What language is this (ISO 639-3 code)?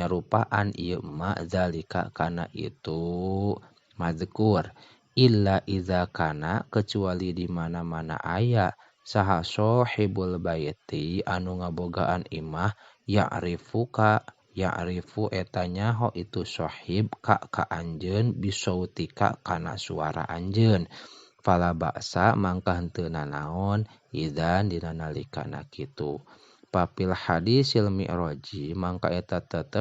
sun